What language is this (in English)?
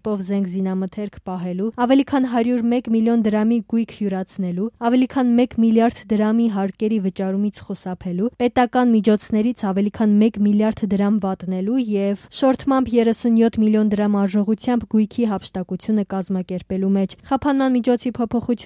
Armenian